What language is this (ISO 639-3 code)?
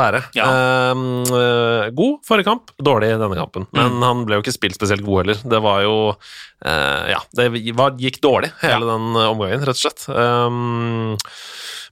nor